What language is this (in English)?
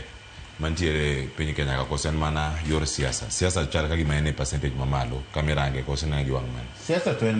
Luo (Kenya and Tanzania)